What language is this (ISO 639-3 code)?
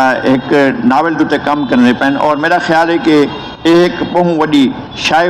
skr